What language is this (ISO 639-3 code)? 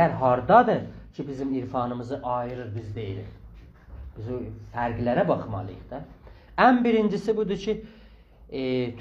azb